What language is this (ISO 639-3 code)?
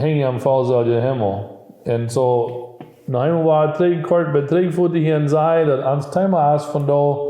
pdt